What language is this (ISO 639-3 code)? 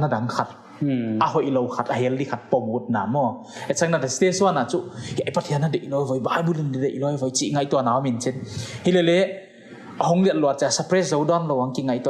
pck